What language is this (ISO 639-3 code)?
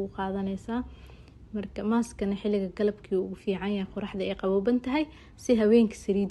som